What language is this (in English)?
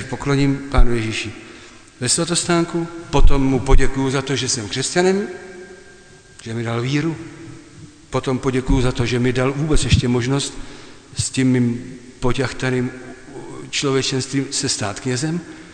Czech